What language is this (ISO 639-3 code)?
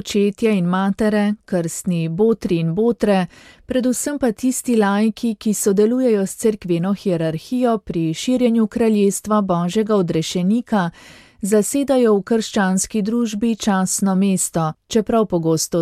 slv